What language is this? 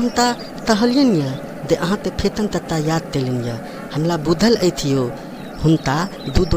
Maithili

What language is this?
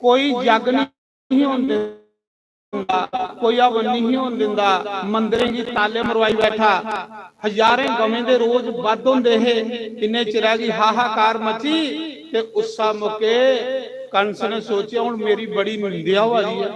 Dogri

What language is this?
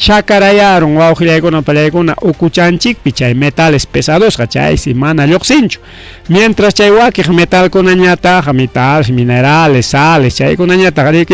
Ayacucho Quechua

